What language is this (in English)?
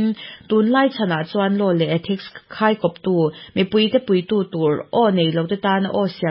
Mizo